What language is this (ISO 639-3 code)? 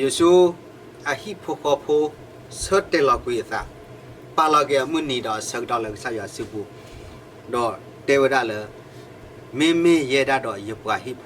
ksw